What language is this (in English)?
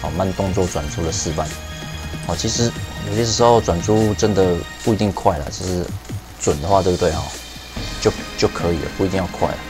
Chinese